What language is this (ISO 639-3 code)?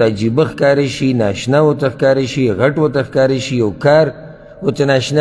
pus